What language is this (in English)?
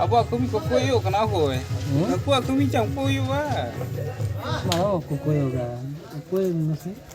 Santali